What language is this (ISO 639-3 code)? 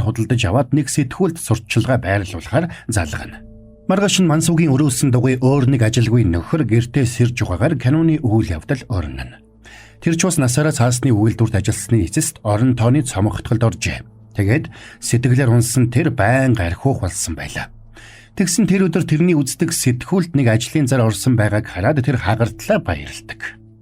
mon